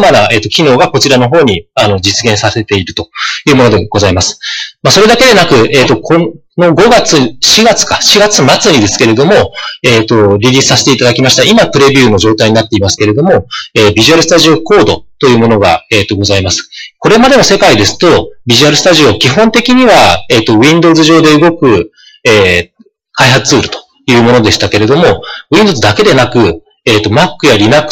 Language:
Japanese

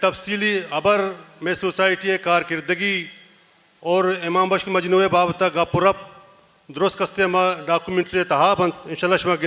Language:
Baluchi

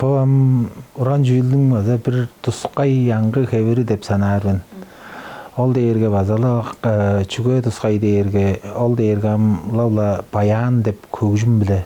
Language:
Tuvinian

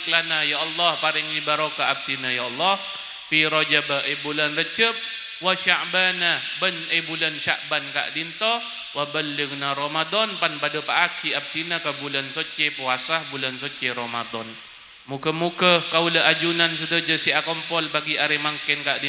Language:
Madurese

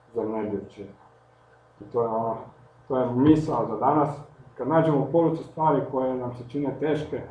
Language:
Croatian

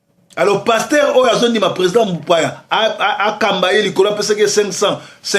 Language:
Lingala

